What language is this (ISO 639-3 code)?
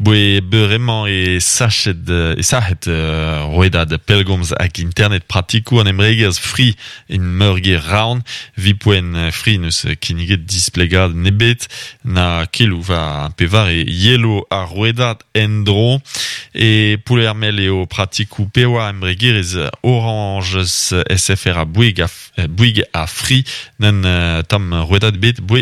bre